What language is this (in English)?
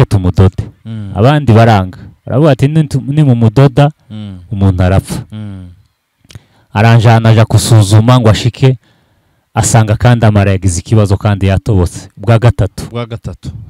Kinyarwanda